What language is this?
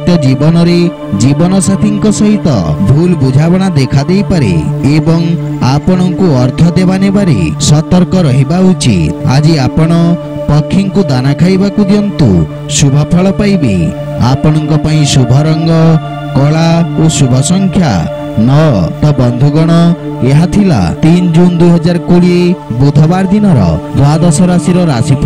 Odia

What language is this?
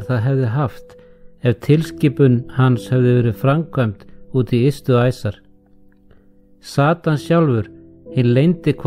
Icelandic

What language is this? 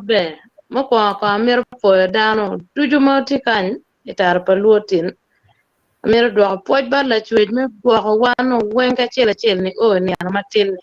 Acoli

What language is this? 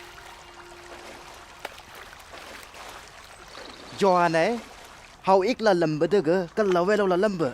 Chang Naga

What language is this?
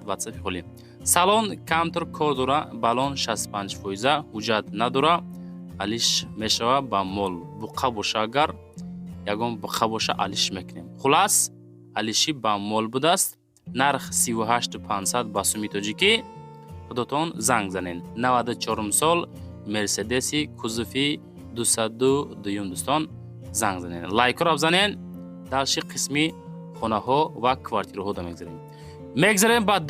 Tajik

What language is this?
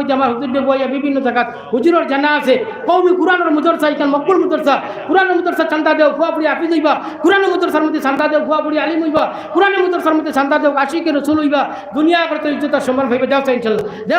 Sylheti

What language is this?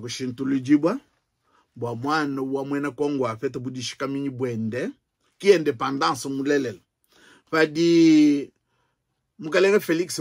Luba-Lulua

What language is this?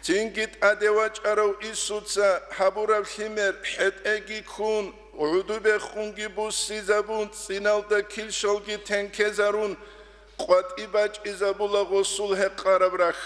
Avaric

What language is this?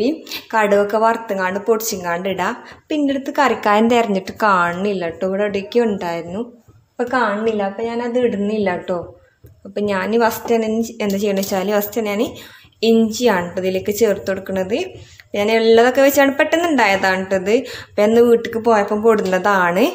Malayalam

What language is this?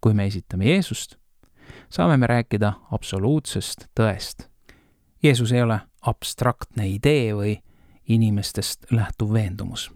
Estonian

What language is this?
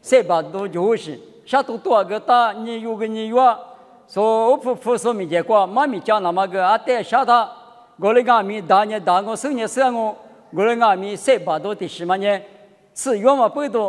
Lisu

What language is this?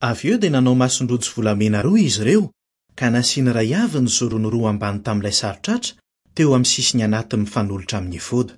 Malagasy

